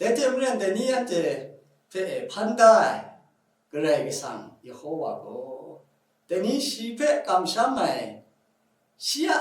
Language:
Kachin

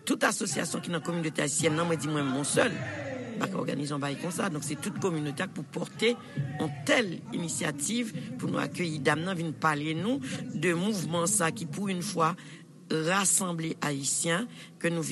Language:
Haitian Creole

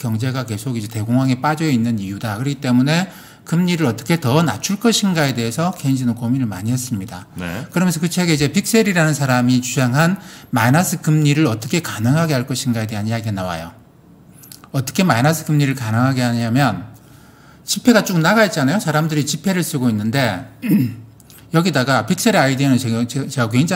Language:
Korean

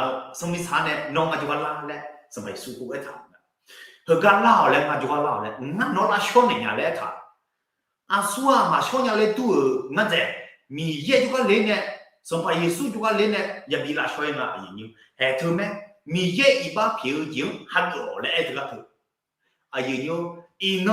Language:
Akha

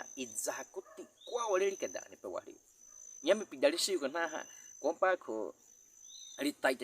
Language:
Baniwa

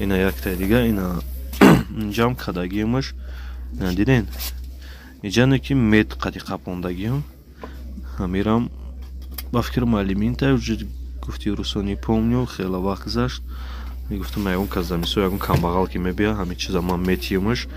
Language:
Tajik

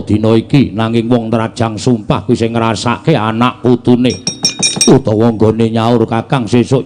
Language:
Javanese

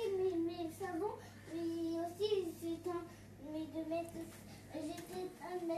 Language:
French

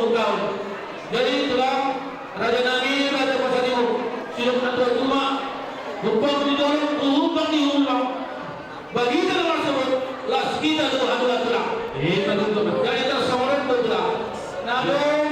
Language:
Batak Toba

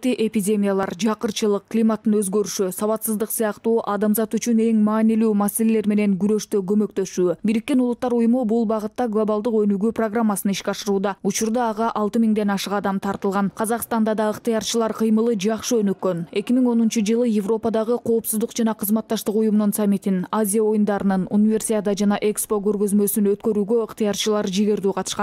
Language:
Kyrgyz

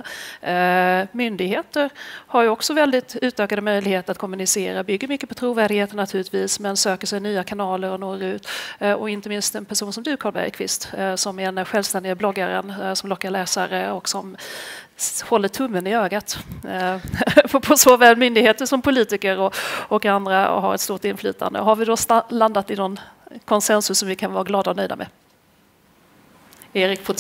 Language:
Swedish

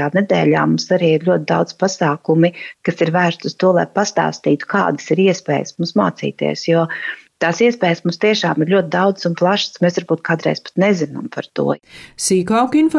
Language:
Latvian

